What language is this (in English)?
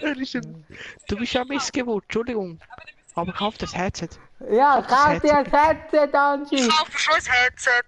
Swiss German